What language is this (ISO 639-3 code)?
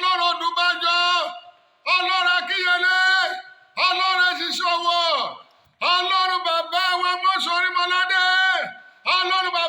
yor